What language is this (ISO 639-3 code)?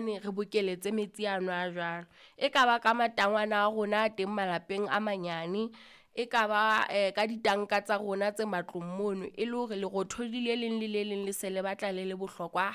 sot